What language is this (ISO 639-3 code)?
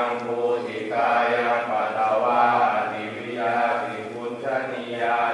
pli